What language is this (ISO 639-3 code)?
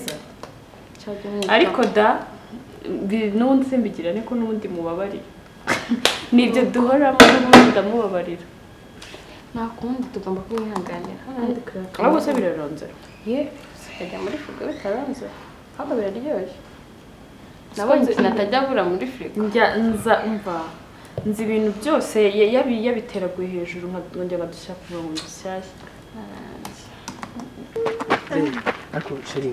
kin